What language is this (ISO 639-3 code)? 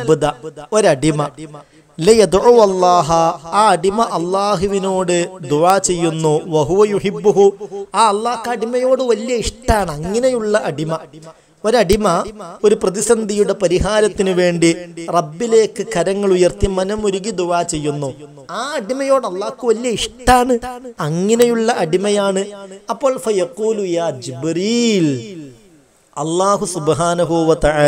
mal